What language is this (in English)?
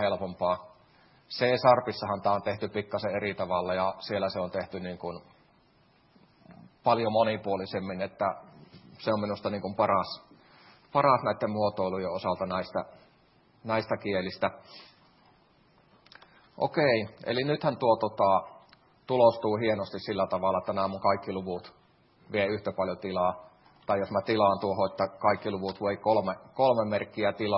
Finnish